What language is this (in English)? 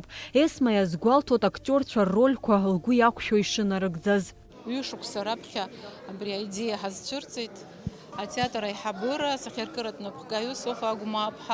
Abkhazian